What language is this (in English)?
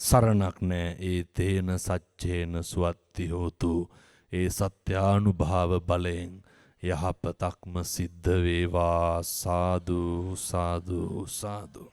Sinhala